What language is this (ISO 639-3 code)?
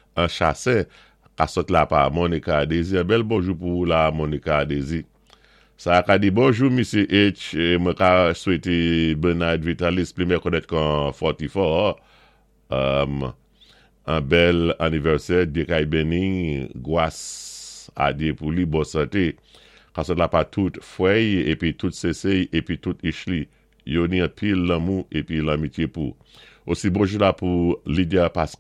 acf